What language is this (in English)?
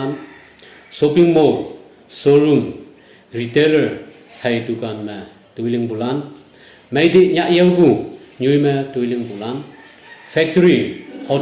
Naga Pidgin